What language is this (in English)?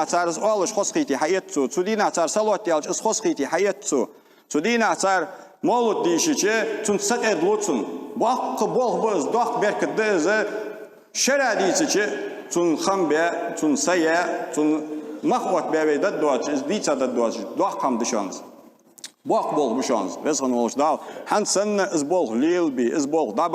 Ingush